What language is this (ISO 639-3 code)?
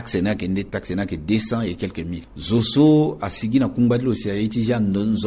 sag